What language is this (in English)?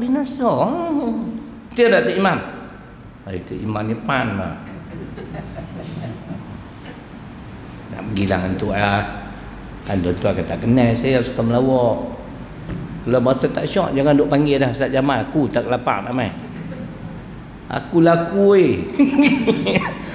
Malay